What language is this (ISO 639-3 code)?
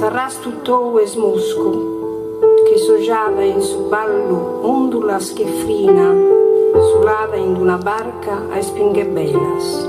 srd